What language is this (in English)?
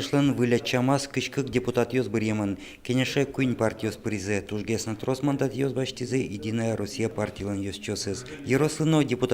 Udmurt